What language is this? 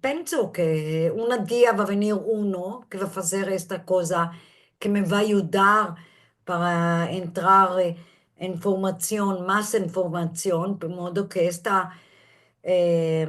Ladino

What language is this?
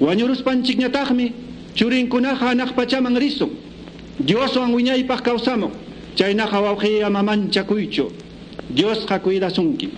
Quechua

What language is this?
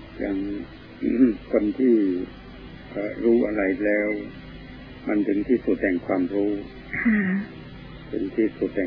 Thai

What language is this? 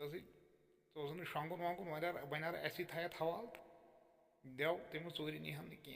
Kashmiri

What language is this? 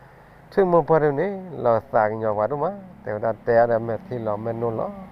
S'gaw Karen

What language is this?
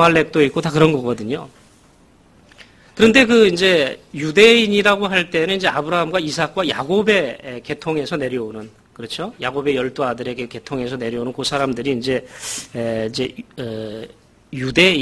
Korean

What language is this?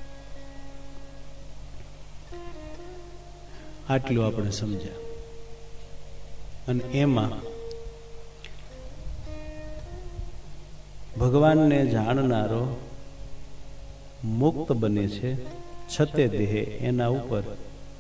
Gujarati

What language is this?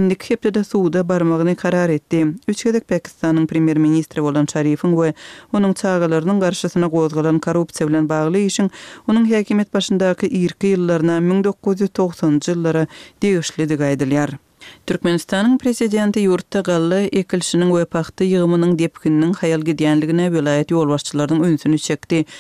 Kyrgyz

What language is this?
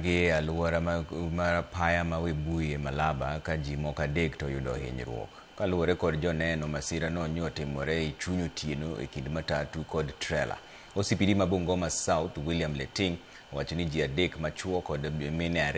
Luo (Kenya and Tanzania)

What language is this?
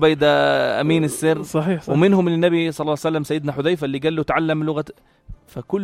North Levantine Arabic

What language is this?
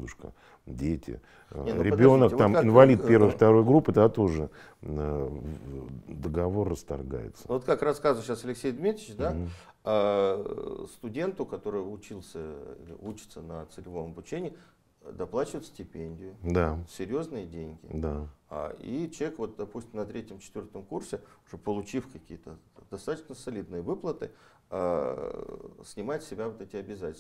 Russian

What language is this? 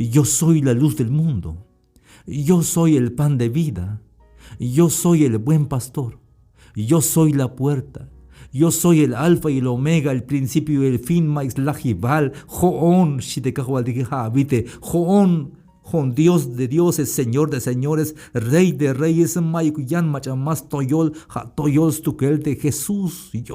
Tzeltal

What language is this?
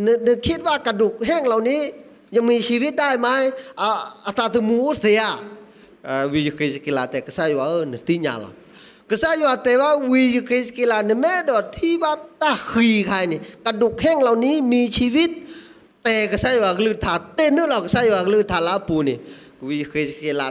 S'gaw Karen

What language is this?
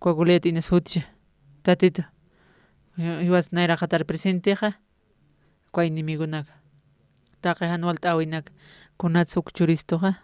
Aymara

